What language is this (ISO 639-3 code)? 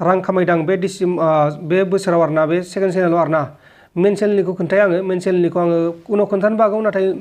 brx